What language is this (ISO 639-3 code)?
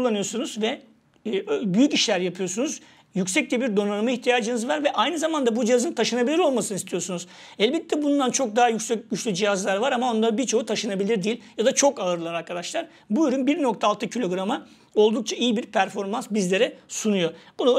tur